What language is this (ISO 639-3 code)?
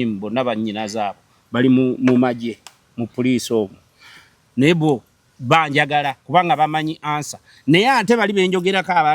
lug